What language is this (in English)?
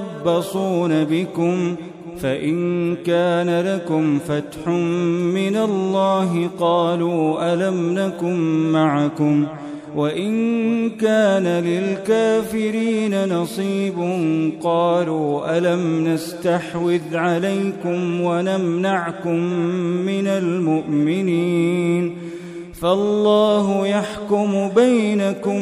Arabic